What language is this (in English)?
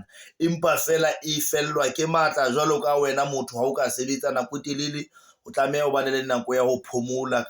Southern Sotho